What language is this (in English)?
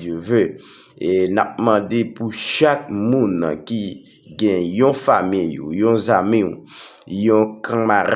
Haitian Creole